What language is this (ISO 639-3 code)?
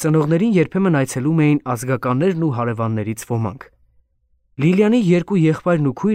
hye